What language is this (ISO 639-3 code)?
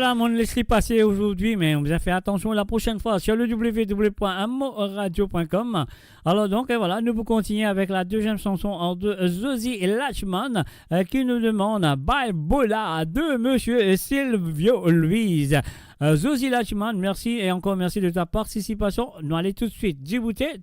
mfe